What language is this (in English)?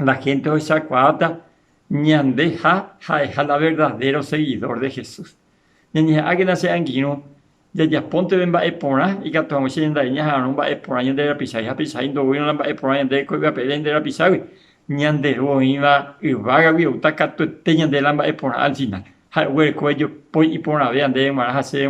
Guarani